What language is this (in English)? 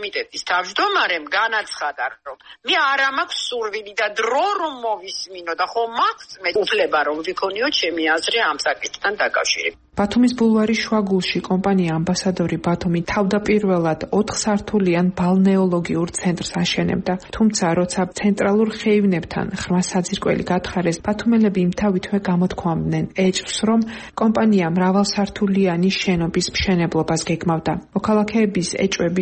Georgian